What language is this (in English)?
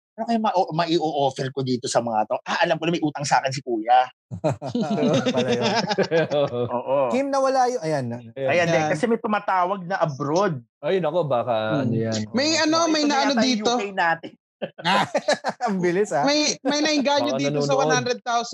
Filipino